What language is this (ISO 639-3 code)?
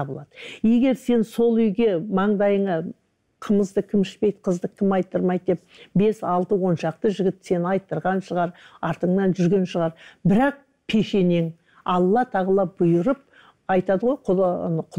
kaz